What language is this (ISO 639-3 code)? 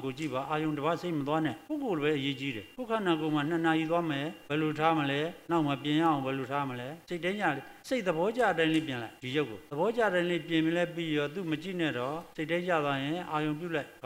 mya